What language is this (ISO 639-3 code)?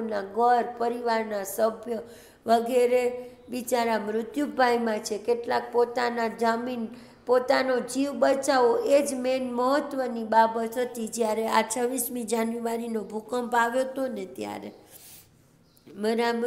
guj